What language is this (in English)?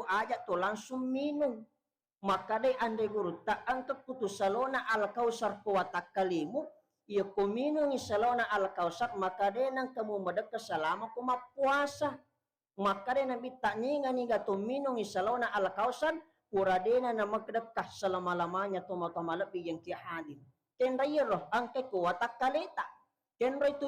Buginese